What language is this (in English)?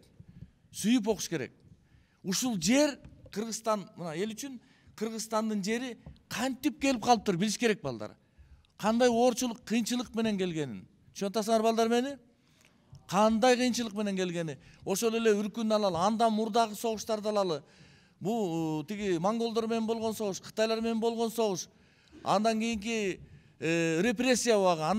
Kyrgyz